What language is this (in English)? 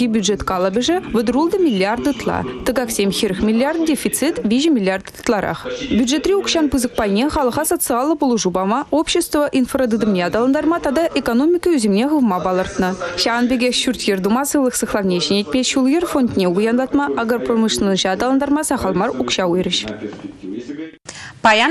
Chuvash